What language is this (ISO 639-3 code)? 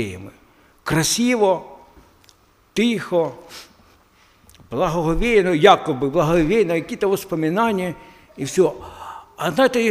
ukr